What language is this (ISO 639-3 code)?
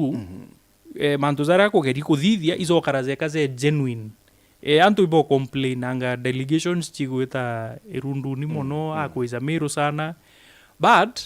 mer